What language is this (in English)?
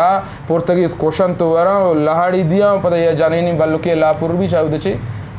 Eastern Balochi